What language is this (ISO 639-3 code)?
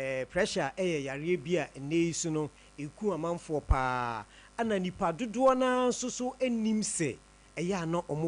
aka